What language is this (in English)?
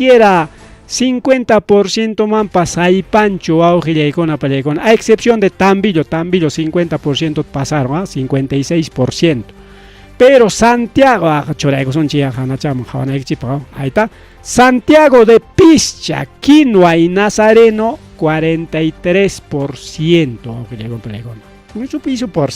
Ayacucho Quechua